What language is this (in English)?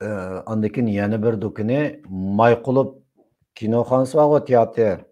Uyghur